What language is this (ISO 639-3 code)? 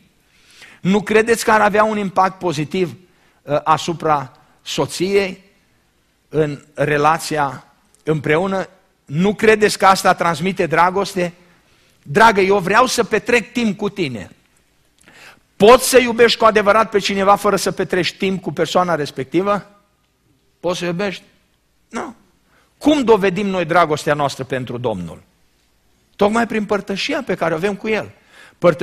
ron